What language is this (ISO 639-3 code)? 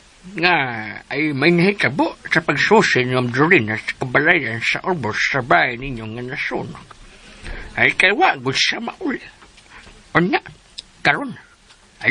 ceb